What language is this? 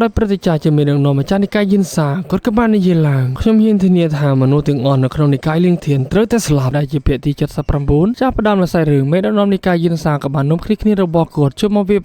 Khmer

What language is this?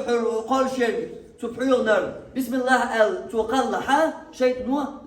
Chechen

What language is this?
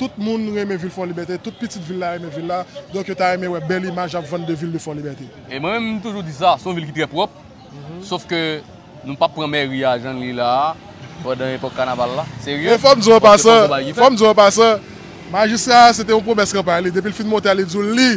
Haitian Creole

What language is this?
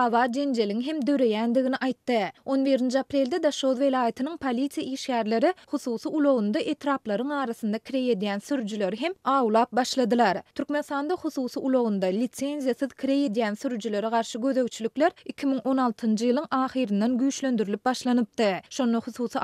Turkmen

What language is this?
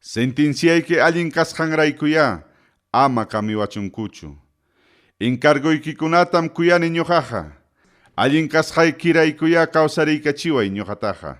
Ayacucho Quechua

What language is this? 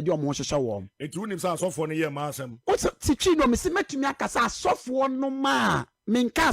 Akan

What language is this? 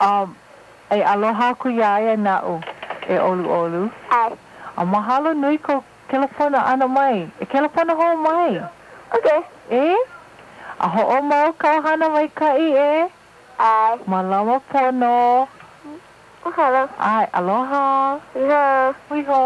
Hawaiian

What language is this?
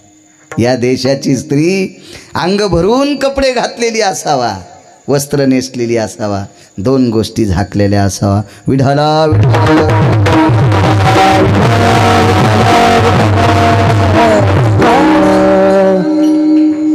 Marathi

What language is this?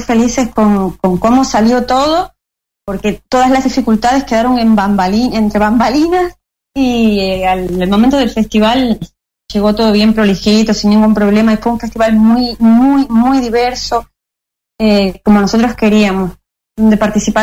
Spanish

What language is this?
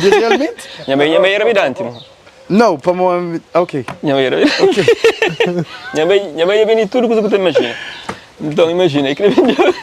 Kabuverdianu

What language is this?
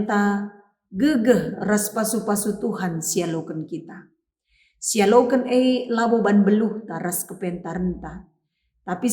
Batak Karo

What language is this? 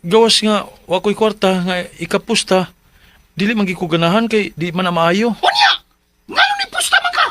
Cebuano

